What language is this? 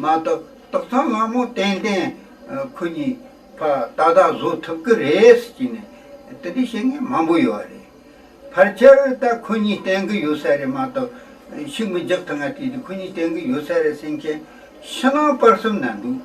Tibetan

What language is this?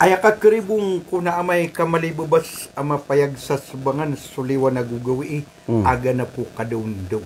Maranao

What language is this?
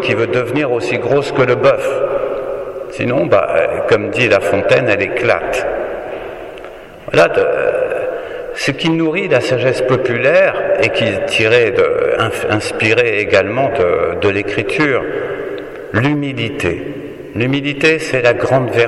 French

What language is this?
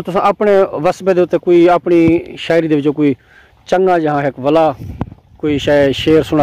Saraiki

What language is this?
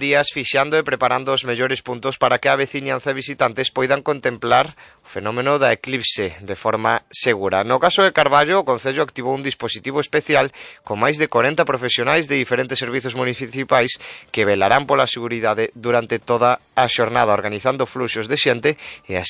Galician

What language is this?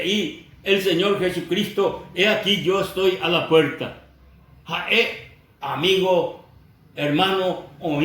Guarani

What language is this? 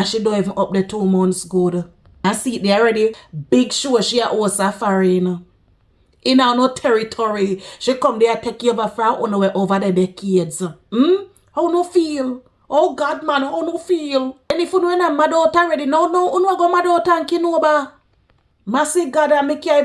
Jamaican Creole English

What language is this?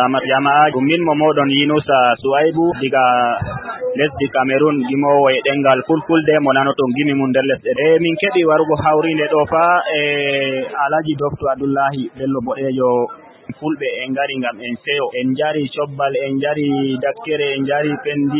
Fula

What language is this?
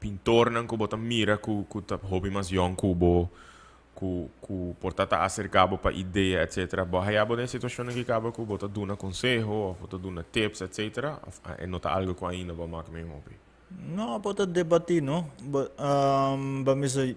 Papiamento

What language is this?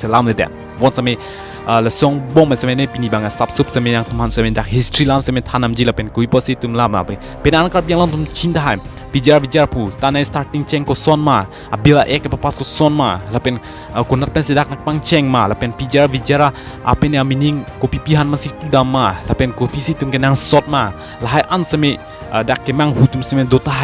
Karbi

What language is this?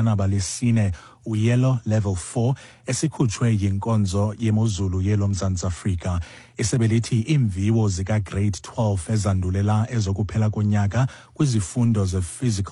Xhosa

